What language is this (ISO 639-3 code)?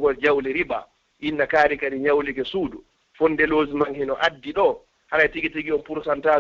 ful